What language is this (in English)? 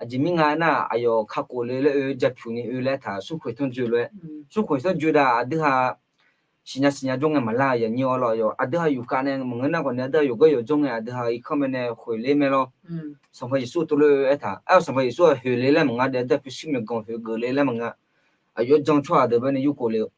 Akha